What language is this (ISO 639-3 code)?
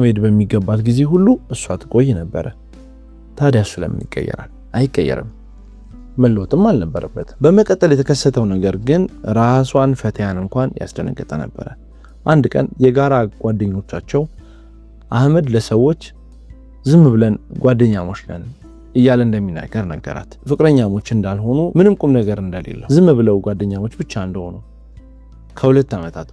amh